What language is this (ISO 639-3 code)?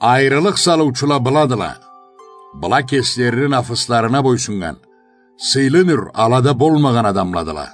krc